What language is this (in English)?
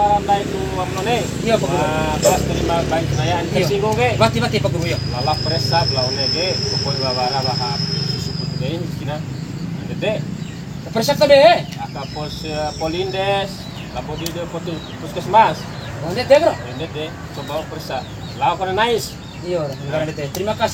Bima